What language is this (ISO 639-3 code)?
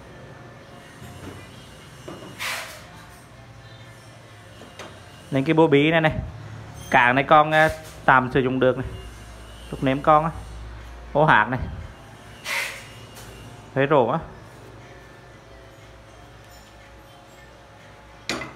vie